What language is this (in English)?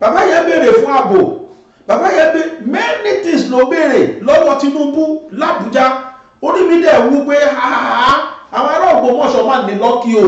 Yoruba